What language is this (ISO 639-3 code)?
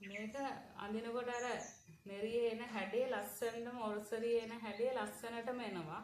sin